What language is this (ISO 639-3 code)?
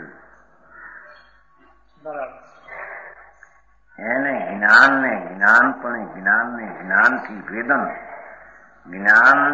guj